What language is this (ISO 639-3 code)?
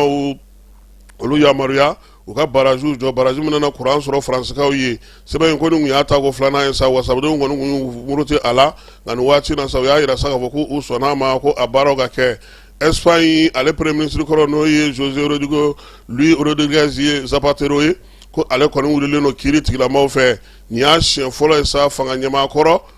bam